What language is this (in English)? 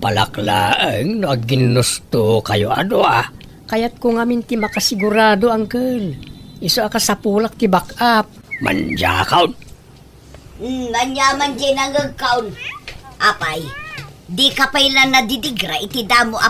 Iloko